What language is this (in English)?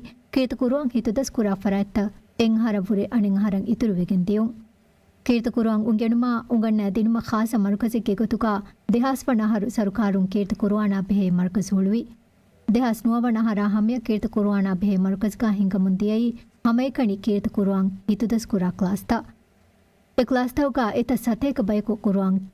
Divehi